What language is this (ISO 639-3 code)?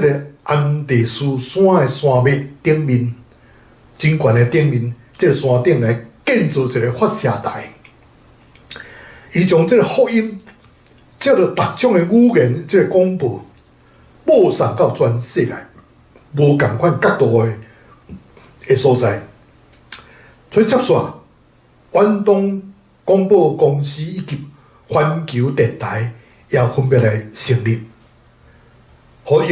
nan